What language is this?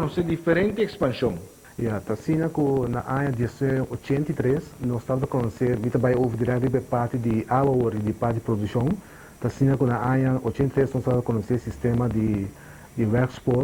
Papiamento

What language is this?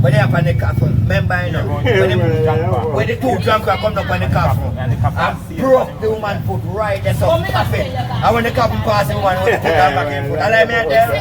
Jamaican Creole English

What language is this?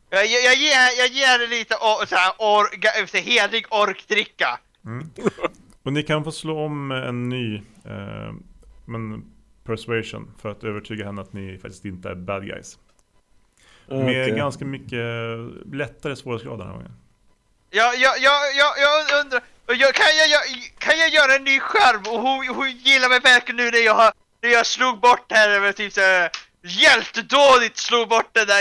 Swedish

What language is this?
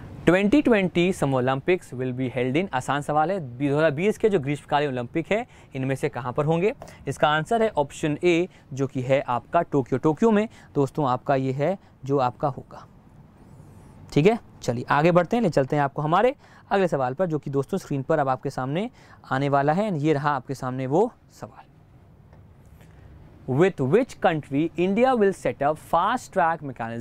Hindi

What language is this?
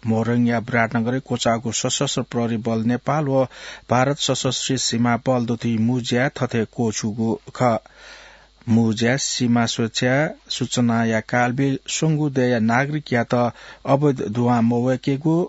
Newari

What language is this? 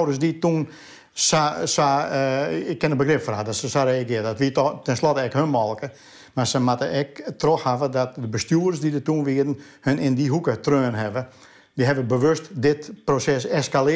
Western Frisian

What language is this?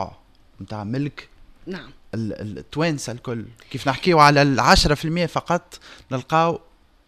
Tunisian Arabic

